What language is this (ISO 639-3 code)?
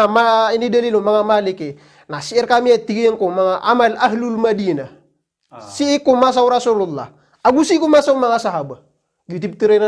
mrw